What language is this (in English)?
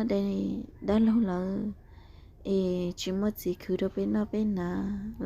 Hmong